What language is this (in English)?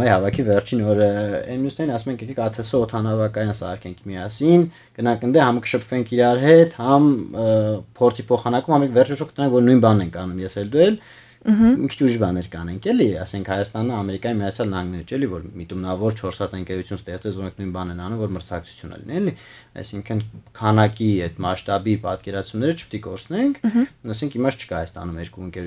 Armenian